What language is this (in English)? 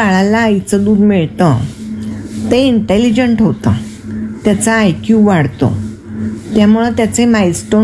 Marathi